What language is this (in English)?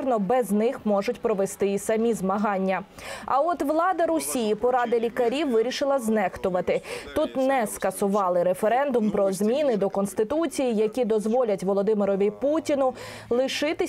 Ukrainian